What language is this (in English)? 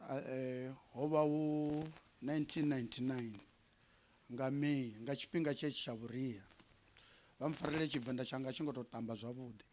Venda